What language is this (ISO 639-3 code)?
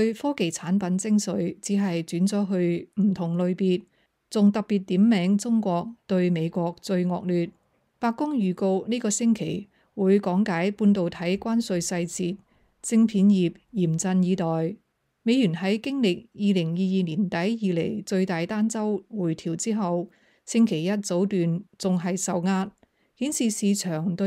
yue